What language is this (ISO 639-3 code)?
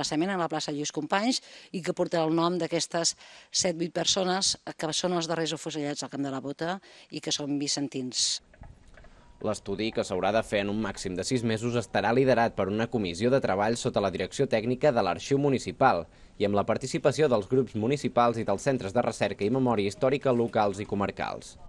cat